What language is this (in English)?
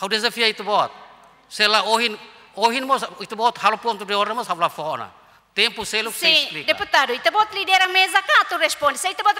Tetum